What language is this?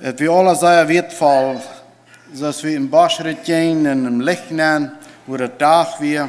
Plautdietsch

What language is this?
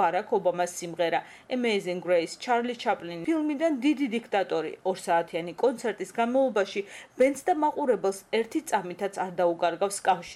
Georgian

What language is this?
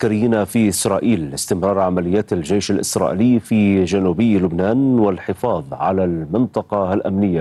Arabic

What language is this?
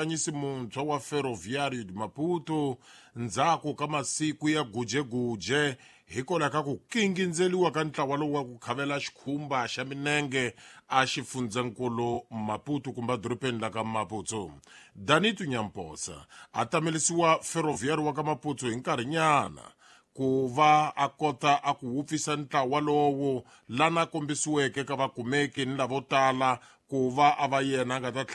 Tsonga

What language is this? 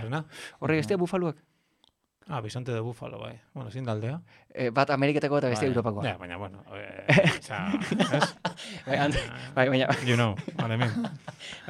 Basque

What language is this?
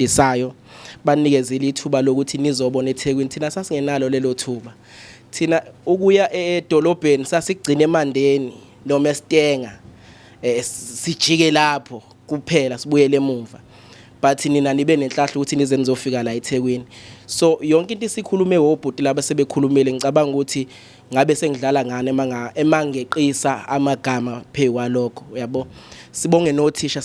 Zulu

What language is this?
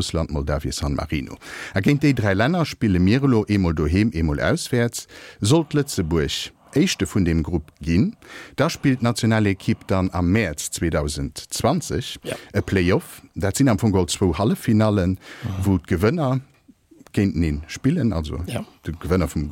Luxembourgish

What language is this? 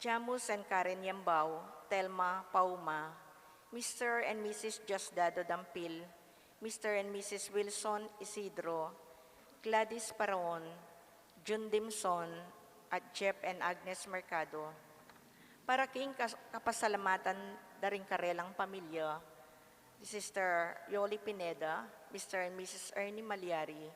Pampanga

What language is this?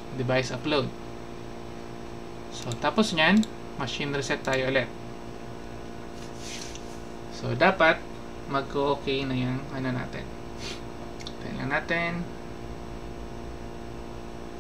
Filipino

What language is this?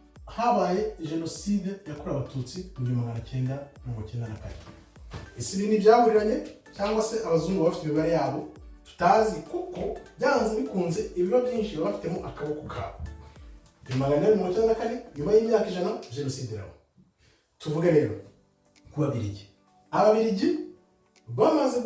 Kinyarwanda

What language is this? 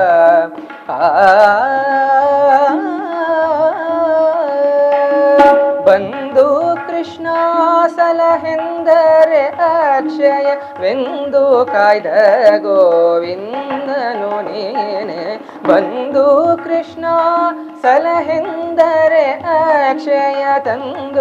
Kannada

